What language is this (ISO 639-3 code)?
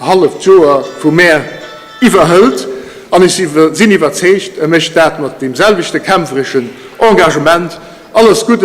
ltz